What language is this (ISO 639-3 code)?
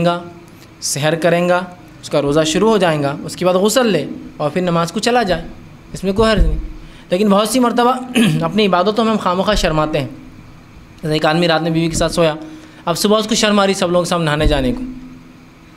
urd